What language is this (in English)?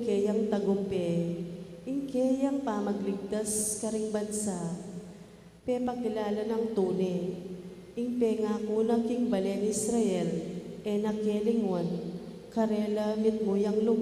Pampanga